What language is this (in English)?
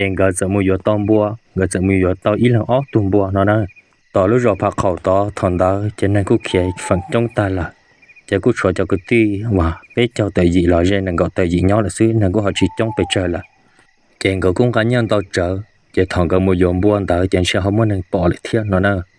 Hmong